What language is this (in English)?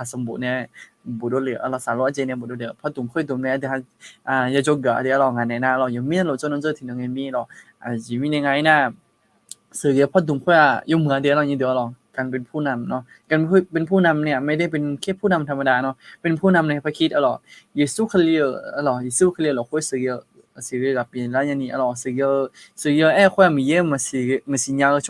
Akha